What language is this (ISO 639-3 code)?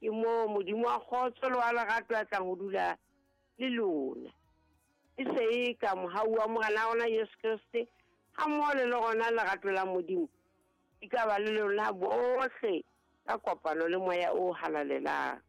sot